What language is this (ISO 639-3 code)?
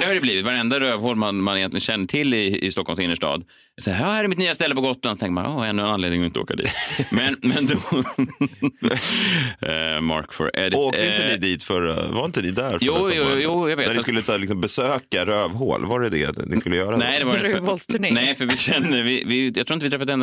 swe